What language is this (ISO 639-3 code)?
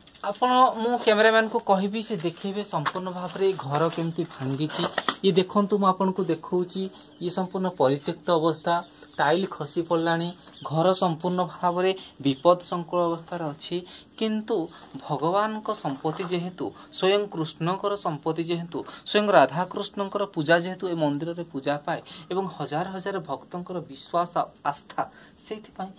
ori